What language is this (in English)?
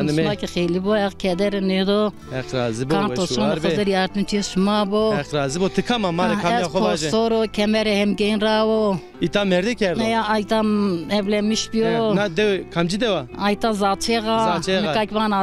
Zaza